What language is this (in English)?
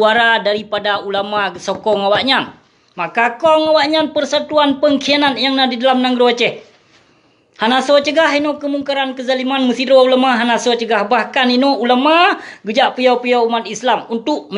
Achinese